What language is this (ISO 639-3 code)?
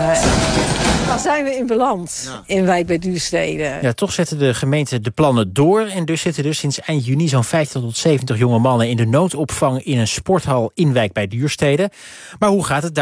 nld